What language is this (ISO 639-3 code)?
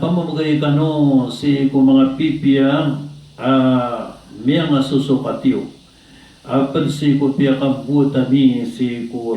mrw